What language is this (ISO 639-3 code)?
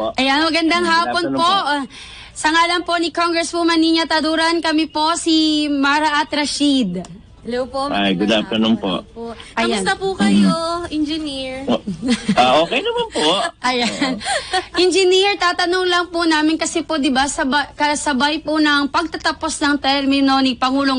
fil